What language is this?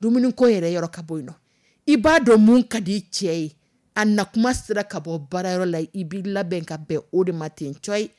Dyula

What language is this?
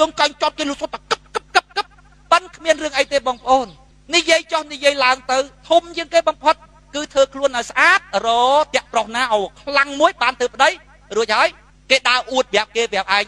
Khmer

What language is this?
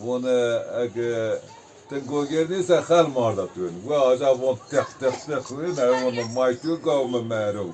Zaza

